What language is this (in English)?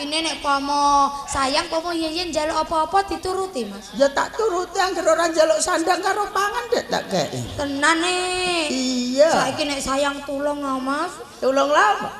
Javanese